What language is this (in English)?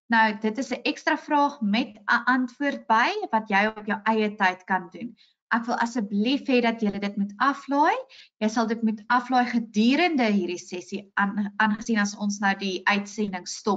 Afrikaans